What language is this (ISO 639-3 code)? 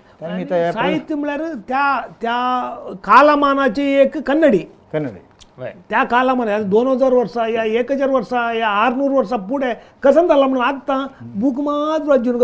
kok